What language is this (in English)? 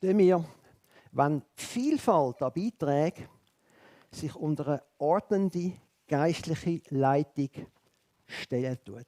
Swiss German